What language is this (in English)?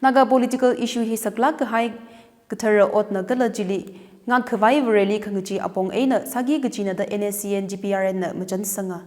Tangkhul Naga (India)